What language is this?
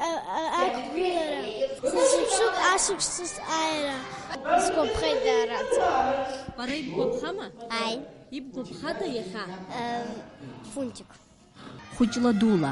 Abkhazian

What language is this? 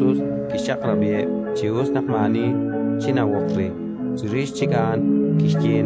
Kekchí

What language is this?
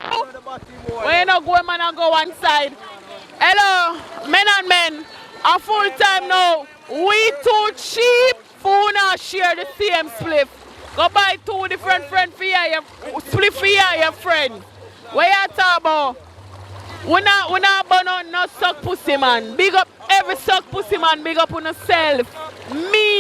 Jamaican Creole English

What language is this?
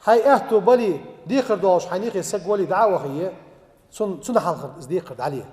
Ingush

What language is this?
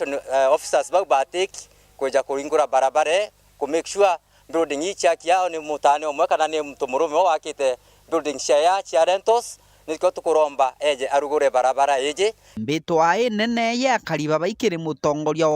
Meru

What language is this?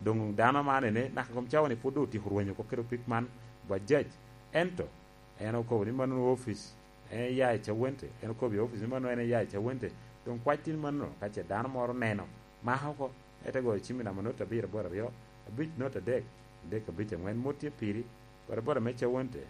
Lango (Uganda)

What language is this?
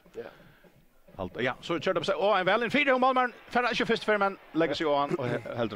Faroese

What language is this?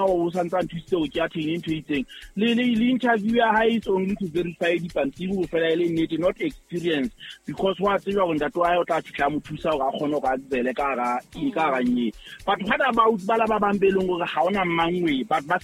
Southern Sotho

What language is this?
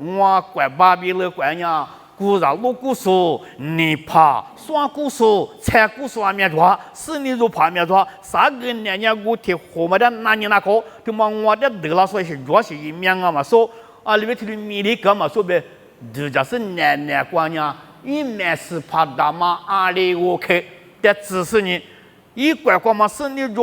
Lisu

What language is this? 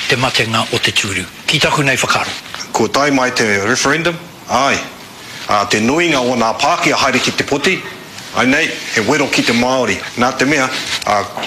Māori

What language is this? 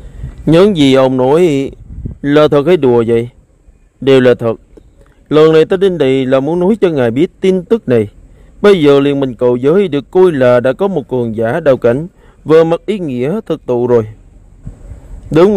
Vietnamese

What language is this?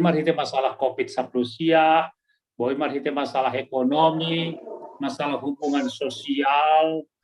Batak Simalungun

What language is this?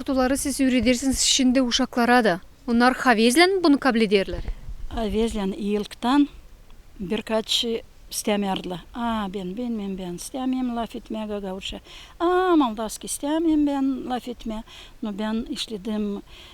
Gagauz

